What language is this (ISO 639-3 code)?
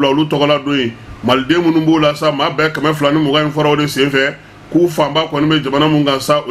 bam